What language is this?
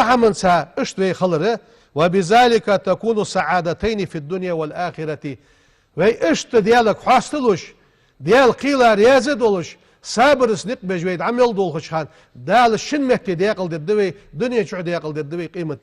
Ingush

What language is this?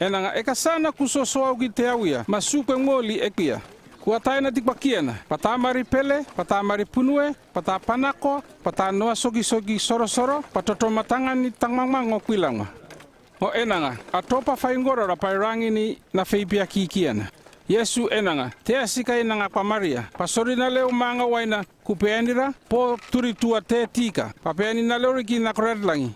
North Efate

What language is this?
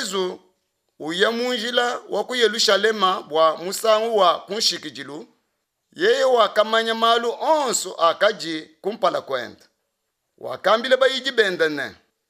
Luba-Lulua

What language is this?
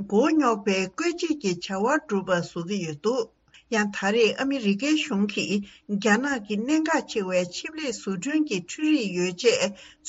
Tibetan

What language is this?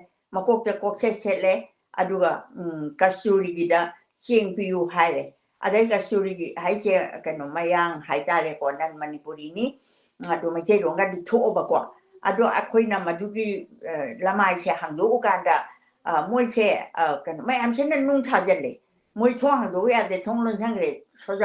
Manipuri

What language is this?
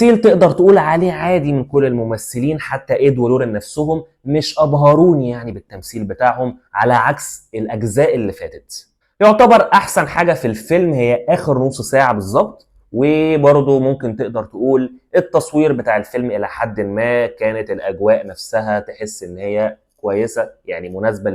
Egyptian Arabic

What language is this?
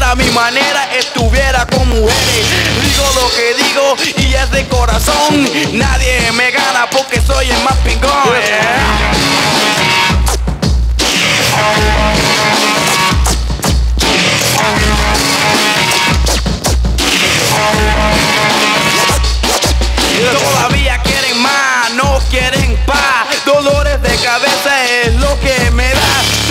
Spanish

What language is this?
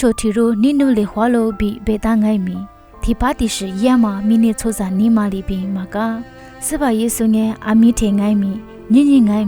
Lisu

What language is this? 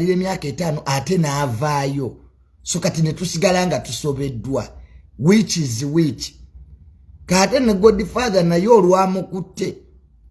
Ganda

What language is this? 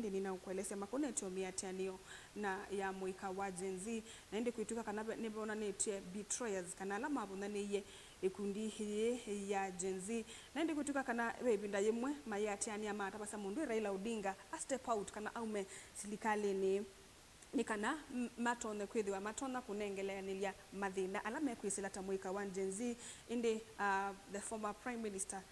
Kamba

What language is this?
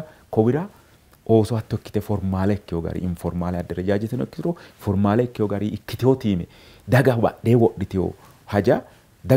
Sidamo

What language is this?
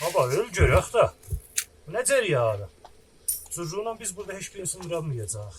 South Azerbaijani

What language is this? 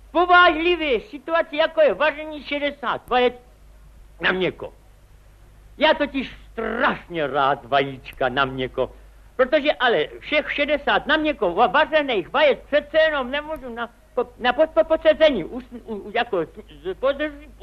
Czech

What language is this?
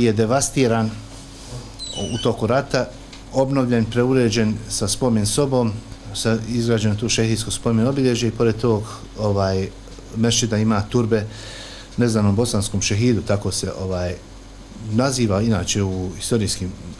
Bosnian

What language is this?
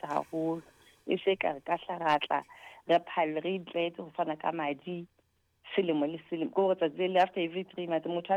Southern Sotho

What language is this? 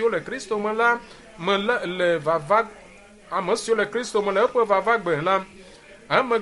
Ewe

